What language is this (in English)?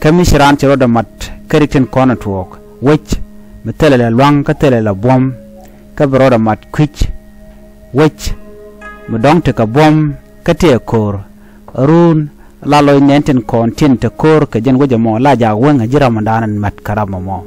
Nuer